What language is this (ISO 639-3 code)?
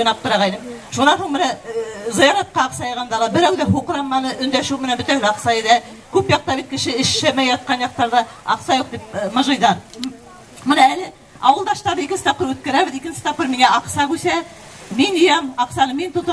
bak